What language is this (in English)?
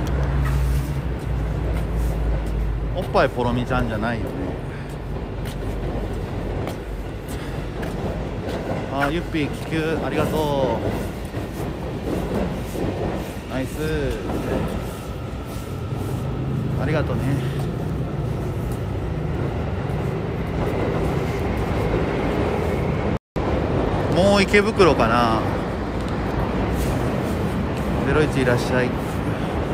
Japanese